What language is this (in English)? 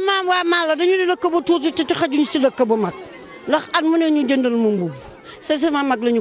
Wolof